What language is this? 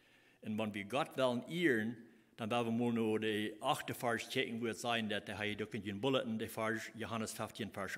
Plautdietsch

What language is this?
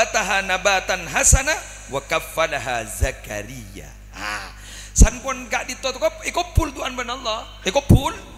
Madurese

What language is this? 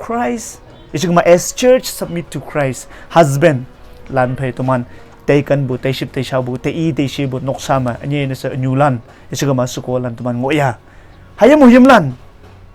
Konyak Naga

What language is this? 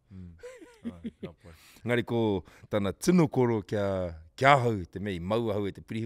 Māori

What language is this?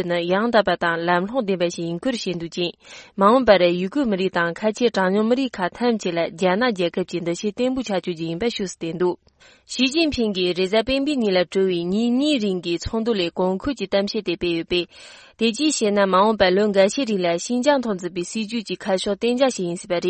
Tibetan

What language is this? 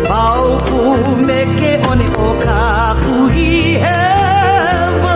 Hawaiian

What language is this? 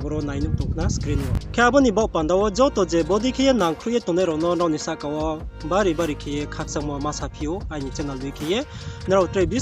Riang (India)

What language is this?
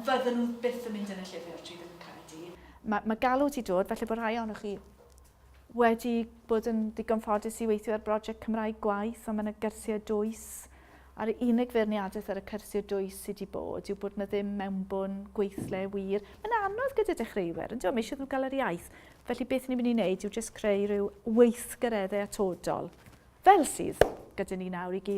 Welsh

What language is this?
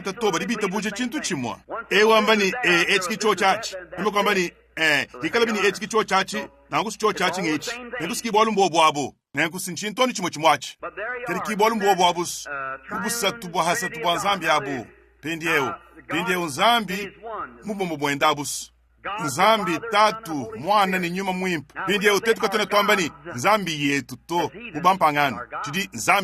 Luba-Lulua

